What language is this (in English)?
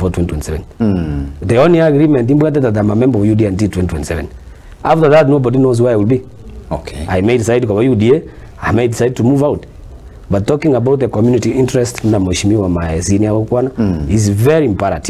Gusii